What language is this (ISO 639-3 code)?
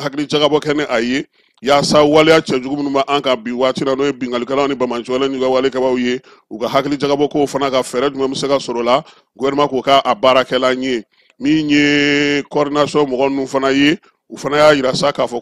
bam